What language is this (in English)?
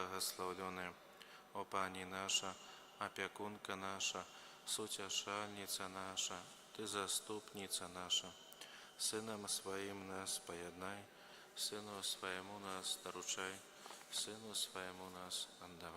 Belarusian